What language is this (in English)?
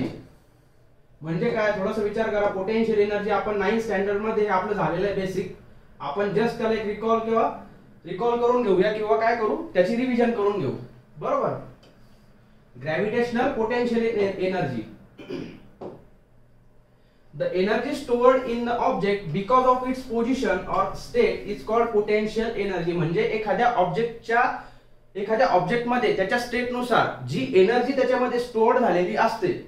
Marathi